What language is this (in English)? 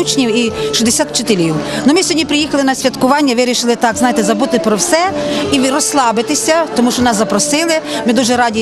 Ukrainian